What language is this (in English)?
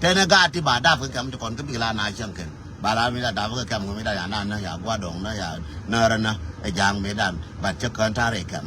Nuer